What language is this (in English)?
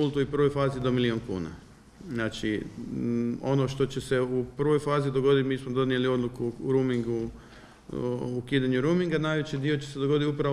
Croatian